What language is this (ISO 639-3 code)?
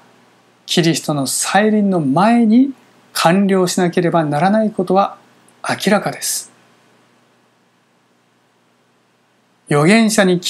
jpn